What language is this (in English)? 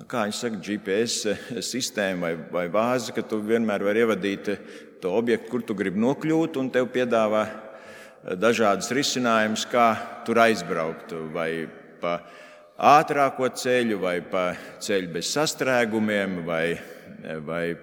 Latvian